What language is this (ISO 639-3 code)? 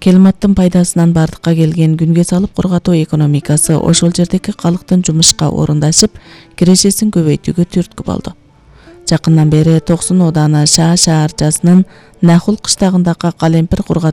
kir